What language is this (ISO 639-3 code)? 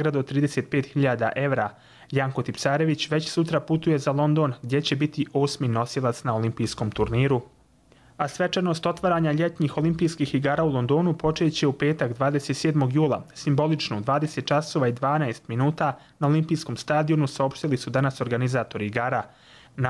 hrv